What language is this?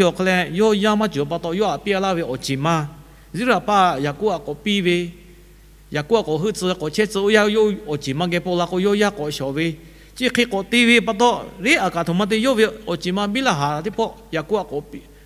Lahu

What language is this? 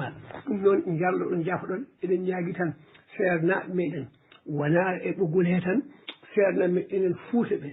Fula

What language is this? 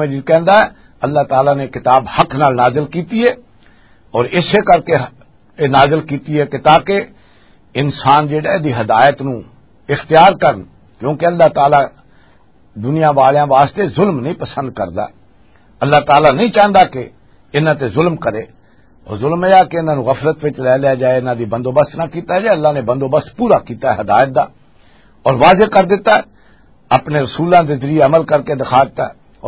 Western Panjabi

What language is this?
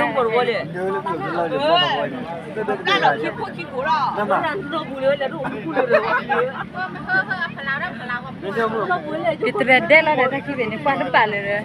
S'gaw Karen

